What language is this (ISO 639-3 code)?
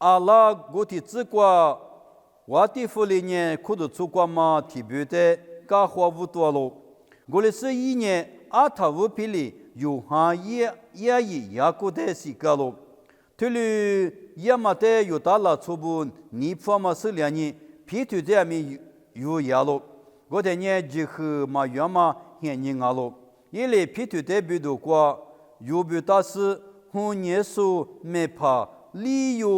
lis